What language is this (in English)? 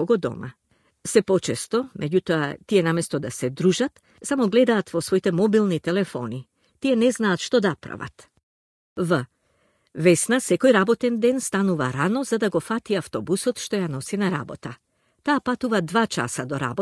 Macedonian